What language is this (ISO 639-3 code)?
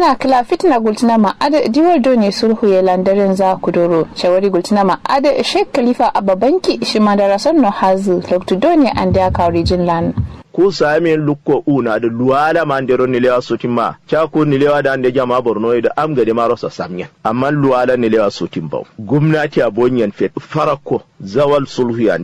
kau